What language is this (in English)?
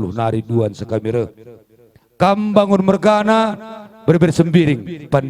Batak Karo